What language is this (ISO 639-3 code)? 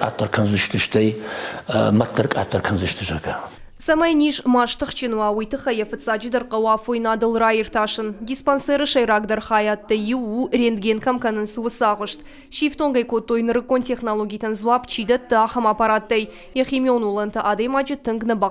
oss